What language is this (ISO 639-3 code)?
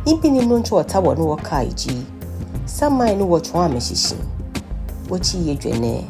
gaa